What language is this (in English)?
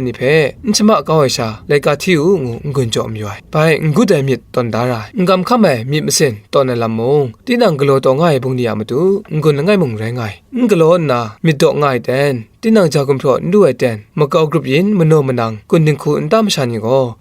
Kachin